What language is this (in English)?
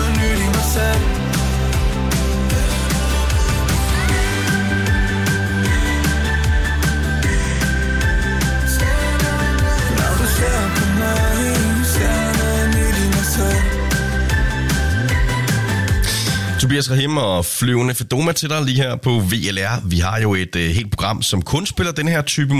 Danish